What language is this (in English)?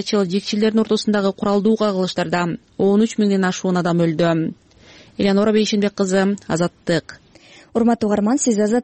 Kyrgyz